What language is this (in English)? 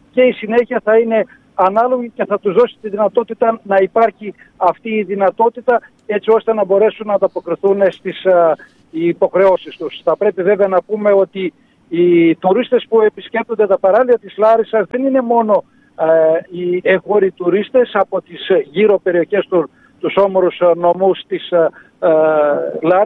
Greek